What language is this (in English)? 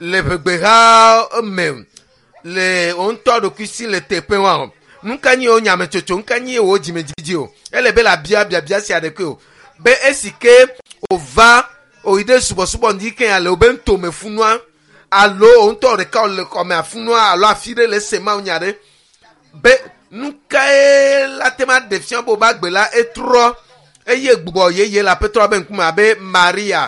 Ewe